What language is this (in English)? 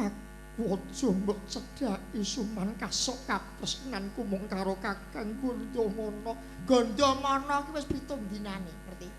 Javanese